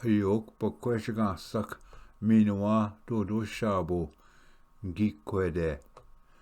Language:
Ojibwa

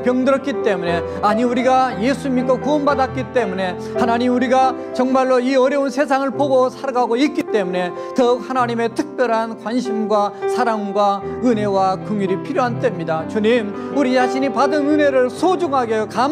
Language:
Korean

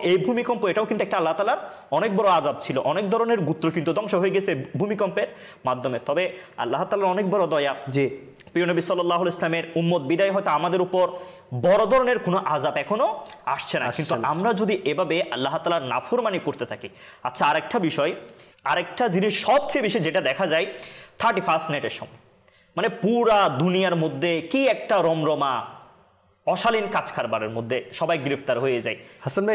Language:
Bangla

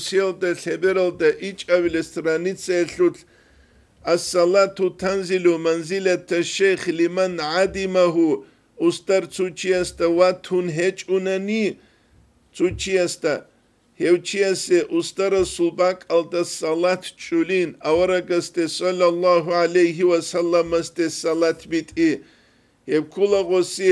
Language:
Avaric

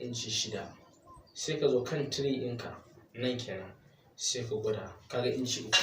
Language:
Hausa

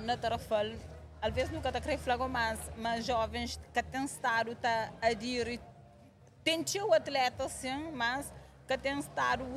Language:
Kabuverdianu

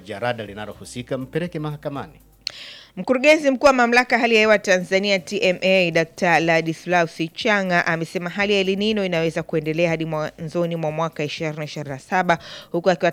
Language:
Swahili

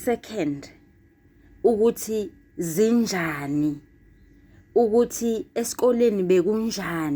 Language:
Zulu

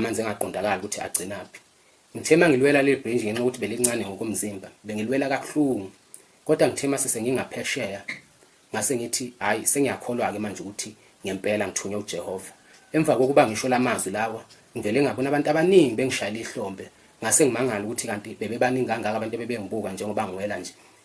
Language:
Zulu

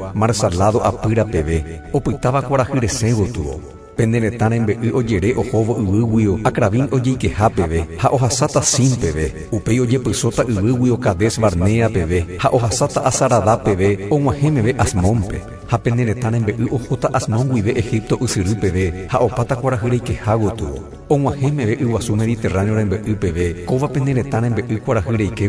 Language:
Guarani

